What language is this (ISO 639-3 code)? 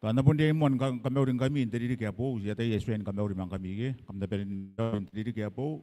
gil